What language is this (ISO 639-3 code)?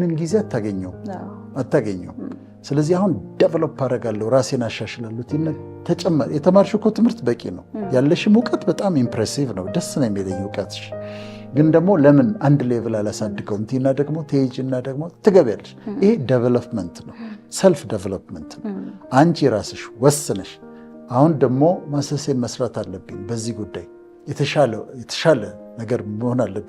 amh